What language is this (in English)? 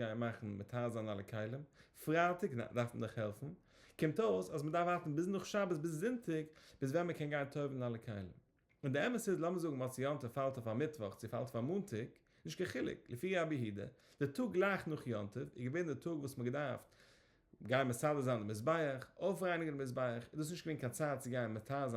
Yiddish